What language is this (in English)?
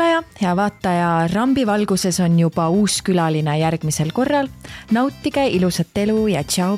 Estonian